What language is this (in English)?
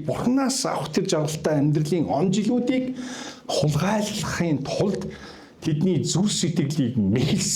Mongolian